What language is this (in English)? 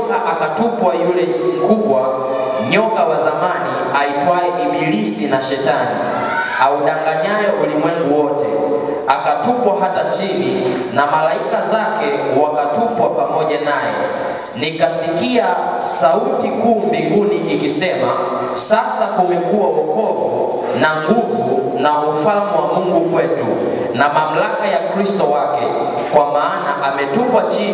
Swahili